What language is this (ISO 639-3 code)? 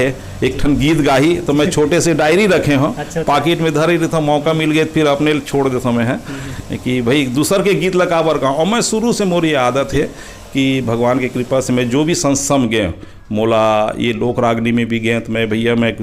hne